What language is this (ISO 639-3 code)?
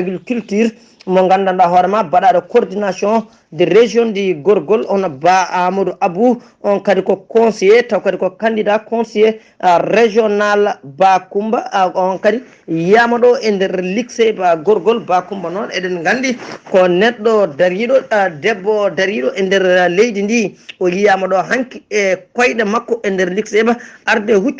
ful